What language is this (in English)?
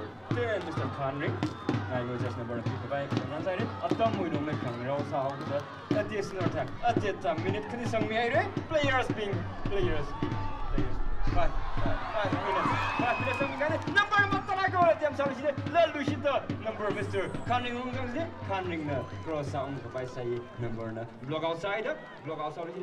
Tangkhul Naga (India)